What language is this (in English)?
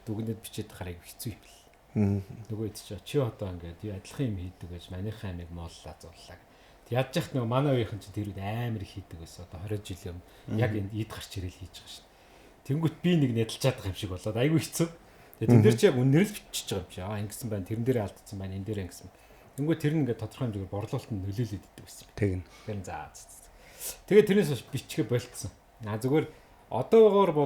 Mongolian